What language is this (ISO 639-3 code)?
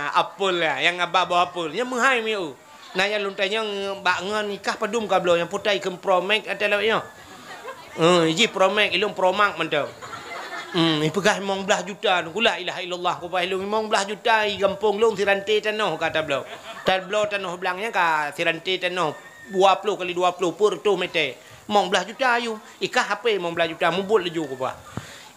ace